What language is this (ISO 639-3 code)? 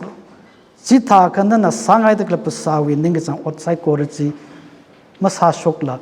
nmf